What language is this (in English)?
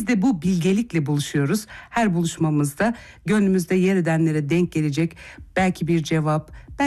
Turkish